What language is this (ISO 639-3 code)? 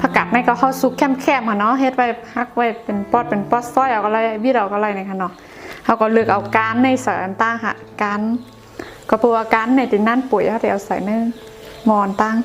shn